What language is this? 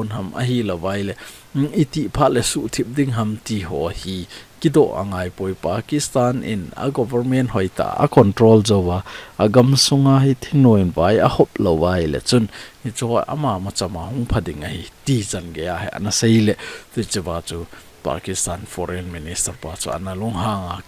Thado Chin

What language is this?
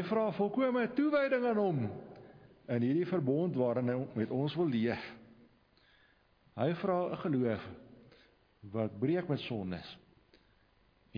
Afrikaans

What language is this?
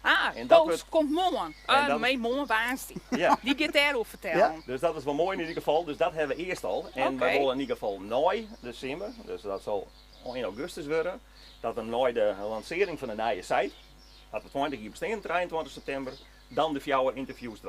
Western Frisian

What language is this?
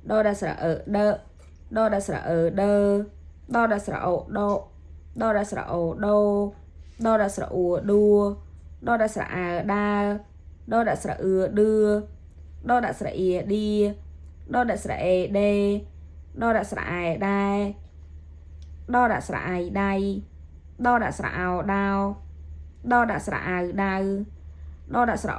Khmer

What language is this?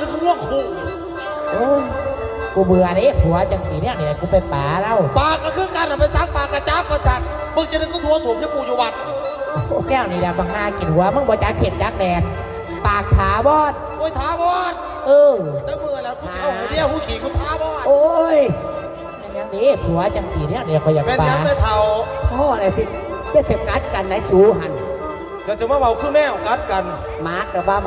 Northeastern Thai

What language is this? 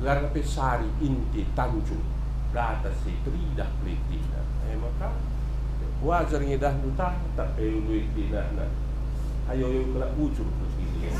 Batak Karo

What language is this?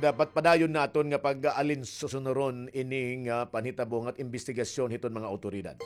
Waray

